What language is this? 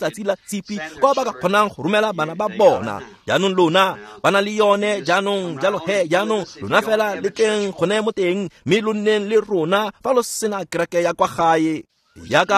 Tswana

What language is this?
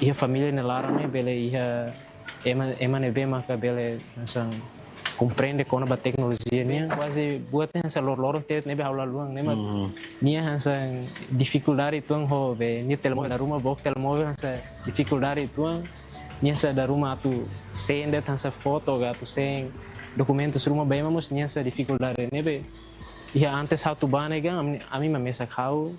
Tetum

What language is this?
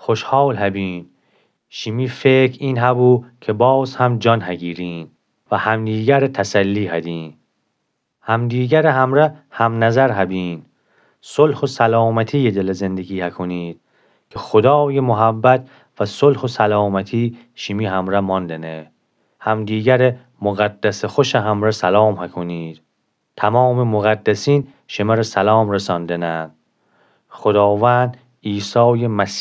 Gilaki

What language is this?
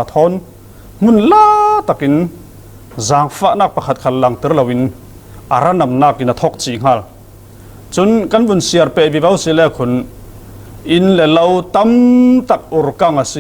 Falam Chin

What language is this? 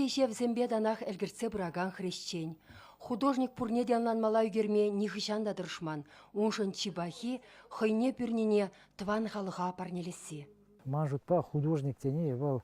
Chuvash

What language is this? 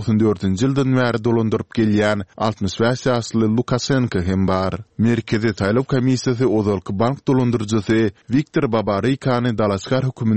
Turkmen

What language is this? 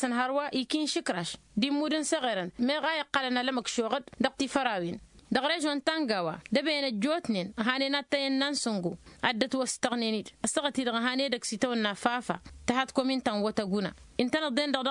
Tamasheq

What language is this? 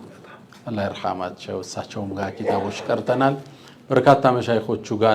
Amharic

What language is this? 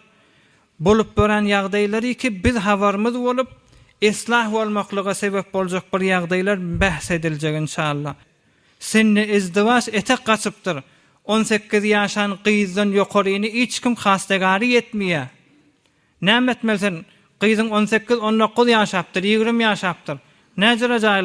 Turkmen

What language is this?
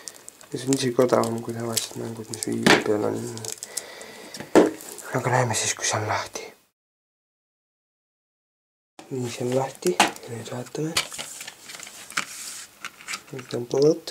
Estonian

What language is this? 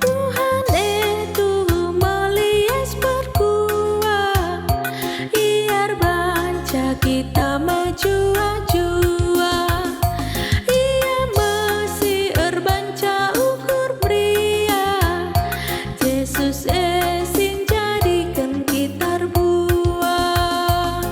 Batak Karo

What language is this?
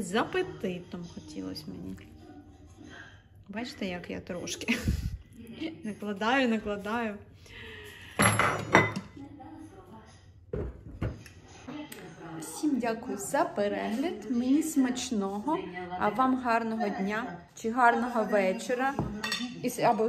Ukrainian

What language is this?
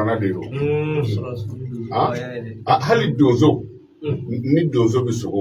Bambara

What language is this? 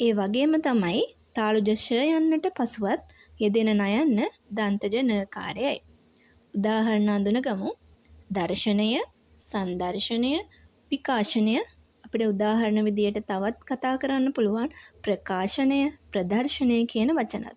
Sinhala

